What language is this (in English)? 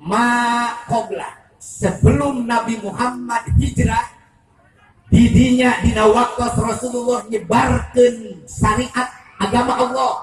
Sundanese